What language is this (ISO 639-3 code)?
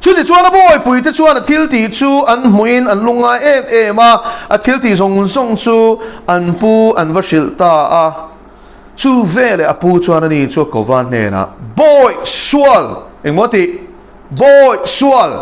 lus